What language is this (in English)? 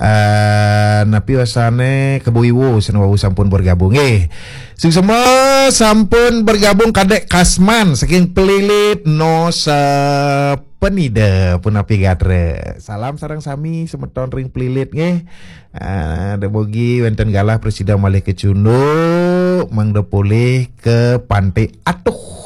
Balinese